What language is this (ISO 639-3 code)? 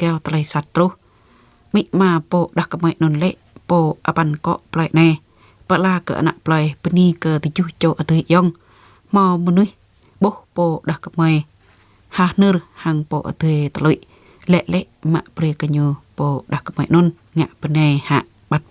jra